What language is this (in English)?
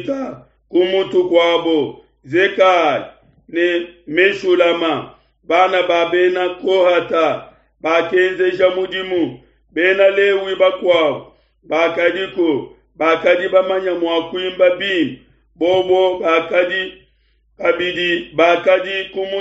Luba-Lulua